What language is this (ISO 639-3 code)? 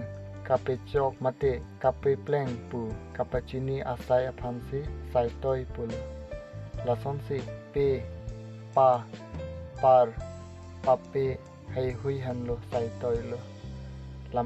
mjw